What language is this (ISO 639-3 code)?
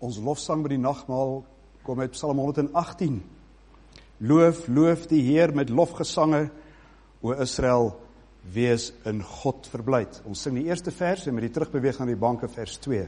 afr